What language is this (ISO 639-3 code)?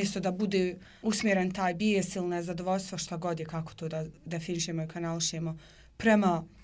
bos